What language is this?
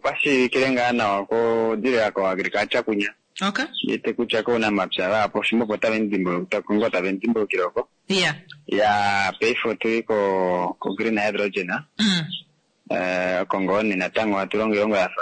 Kuanyama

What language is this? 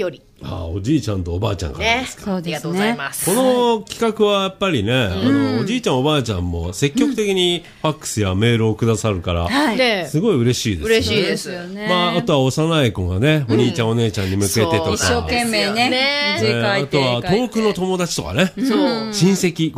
Japanese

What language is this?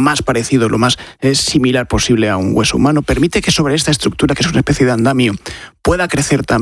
Spanish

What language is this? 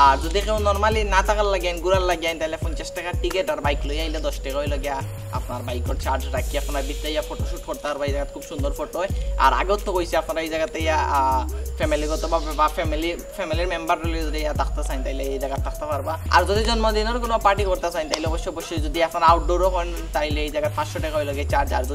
Sylheti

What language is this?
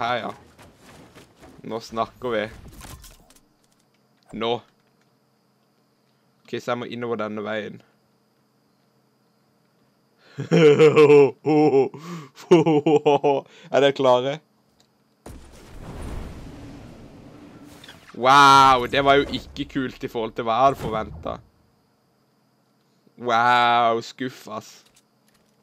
Norwegian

